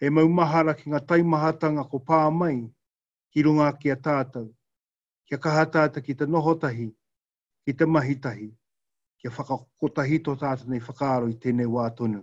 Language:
Māori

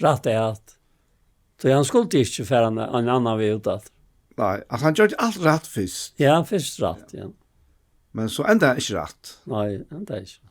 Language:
Faroese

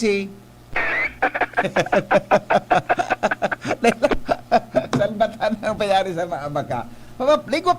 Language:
Bikol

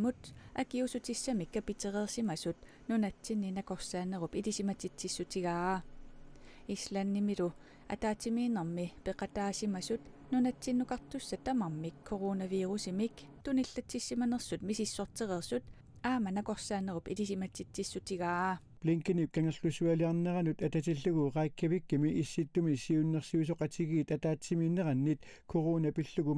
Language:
Kalaallisut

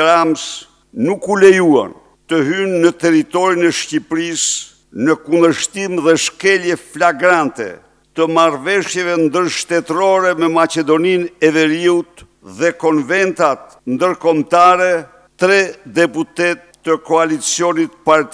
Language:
Albanian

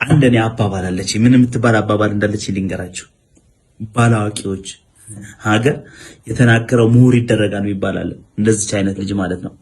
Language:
Amharic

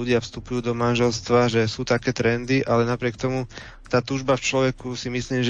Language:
Slovak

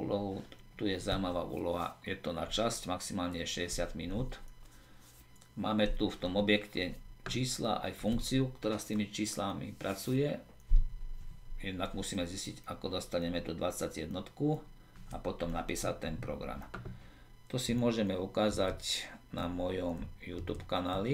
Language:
Slovak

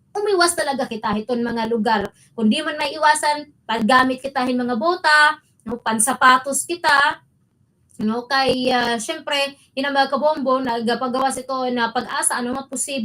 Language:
Waray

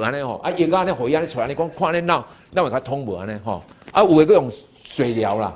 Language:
Min Nan Chinese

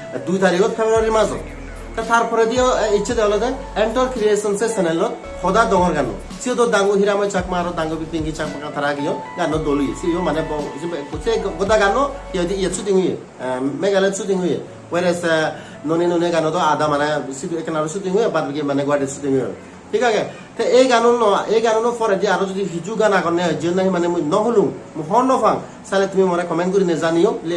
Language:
Chakma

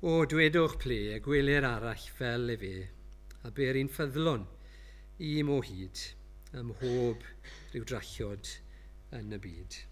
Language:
Welsh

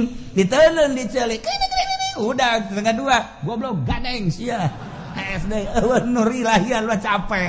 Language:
Sundanese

